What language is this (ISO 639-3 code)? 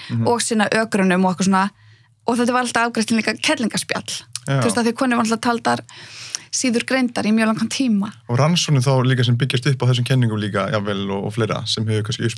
isl